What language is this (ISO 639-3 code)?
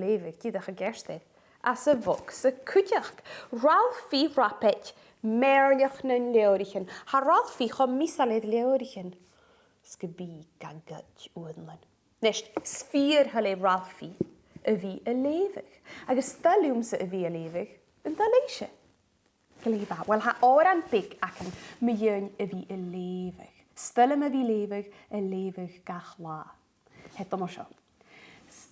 gla